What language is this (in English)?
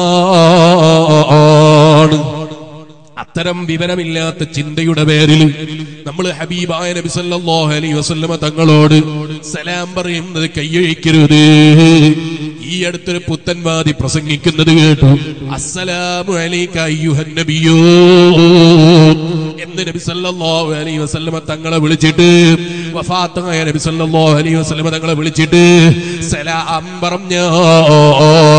Malayalam